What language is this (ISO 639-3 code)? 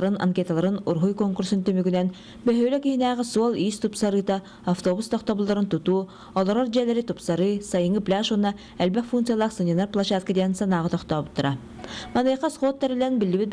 sah